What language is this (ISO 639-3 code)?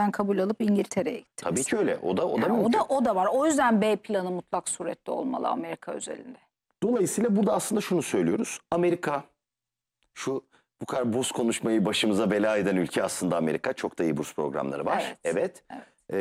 tur